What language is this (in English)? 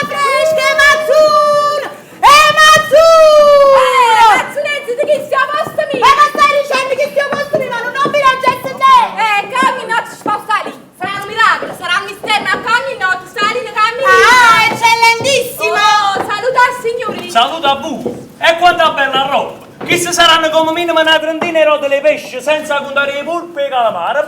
Neapolitan